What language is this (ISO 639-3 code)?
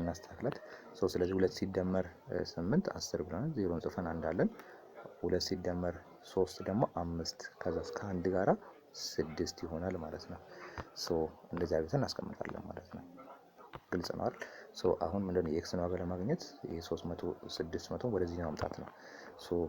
amh